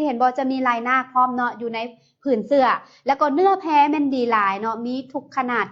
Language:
Lao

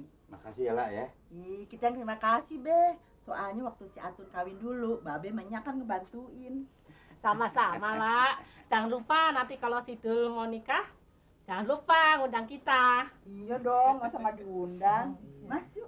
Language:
Betawi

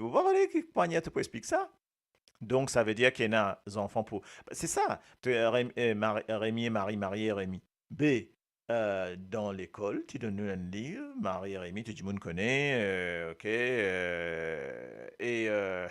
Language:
Morisyen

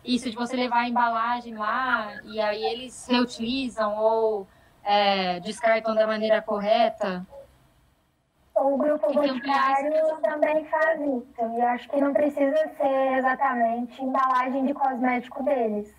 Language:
Portuguese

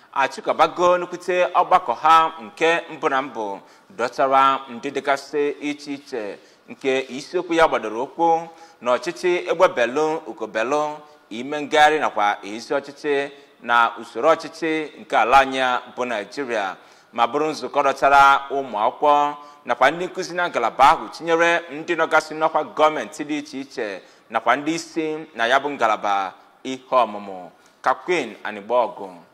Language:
Igbo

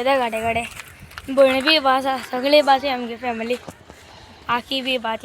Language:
Konkani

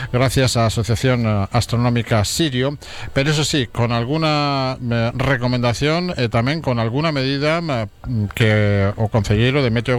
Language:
Galician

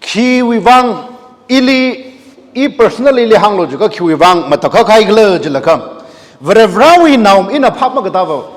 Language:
Tangkhul Naga (India)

